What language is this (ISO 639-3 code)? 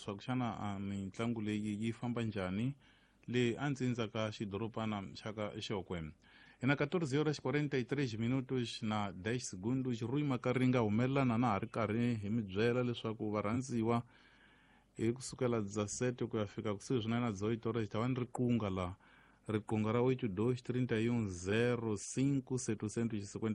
tso